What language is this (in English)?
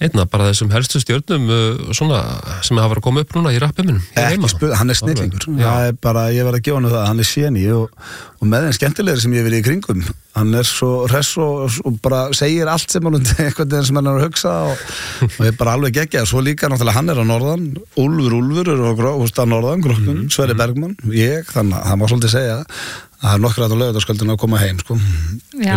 Icelandic